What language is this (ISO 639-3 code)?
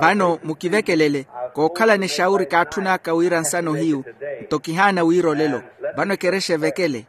vmw